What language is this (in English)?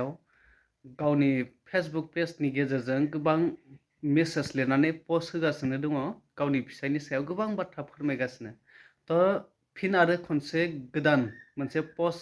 Bodo